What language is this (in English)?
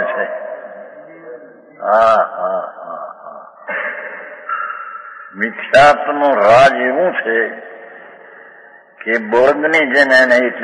Gujarati